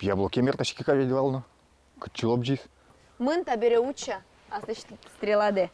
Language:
Udmurt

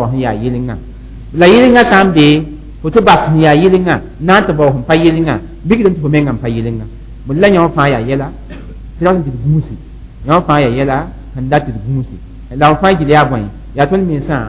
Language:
Mossi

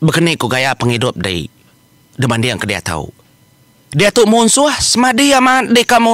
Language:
Iban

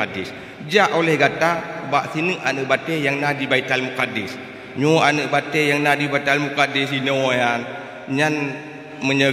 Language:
Achinese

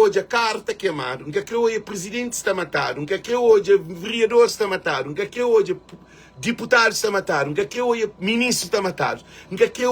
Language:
Kabuverdianu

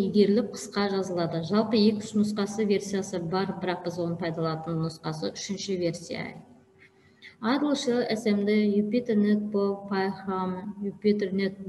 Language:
Kazakh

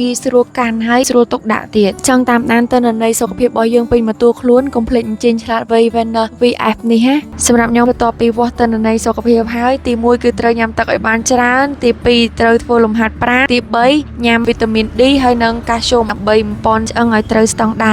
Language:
Khmer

